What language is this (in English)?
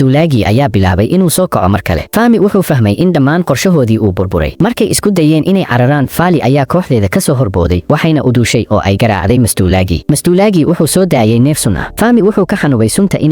Somali